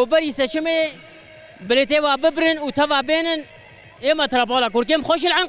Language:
Kurdish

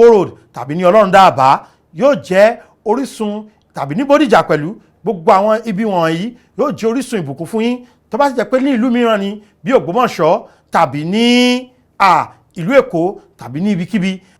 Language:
Yoruba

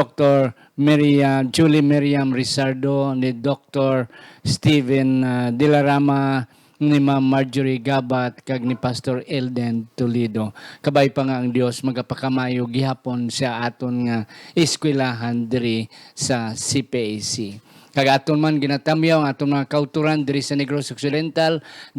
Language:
Hiligaynon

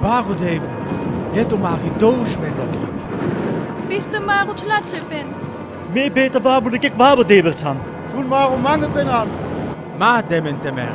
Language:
Sinte Romani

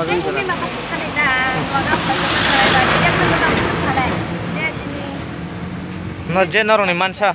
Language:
Kok Borok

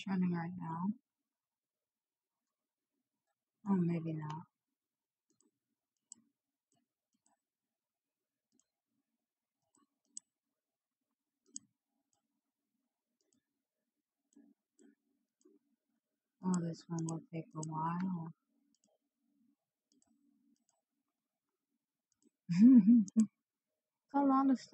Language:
English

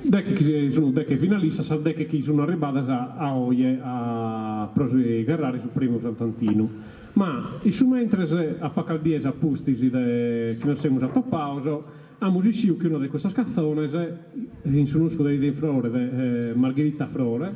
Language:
Sardinian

